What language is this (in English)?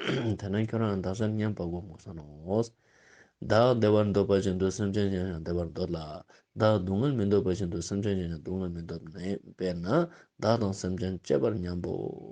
Ladakhi